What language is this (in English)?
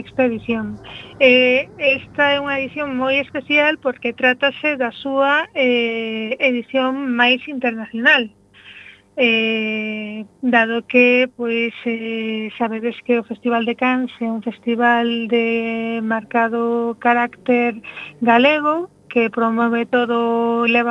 Galician